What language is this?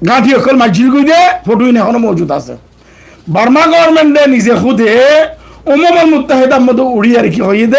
Rohingya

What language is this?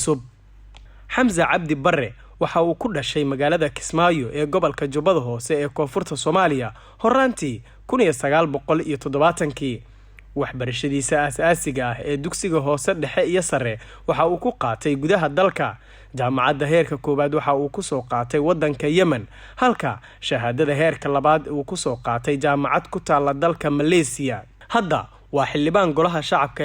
Somali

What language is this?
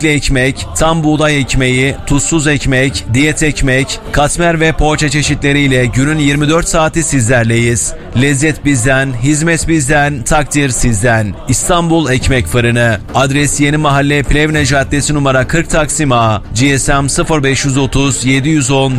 Turkish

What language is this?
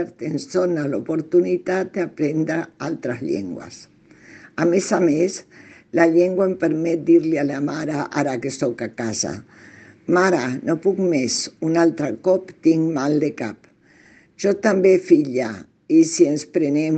Catalan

